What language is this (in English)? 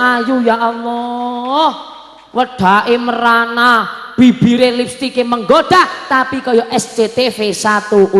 Javanese